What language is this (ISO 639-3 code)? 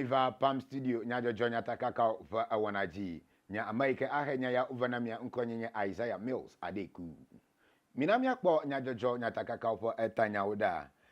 ewe